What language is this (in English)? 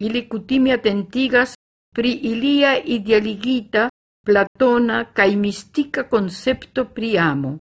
Esperanto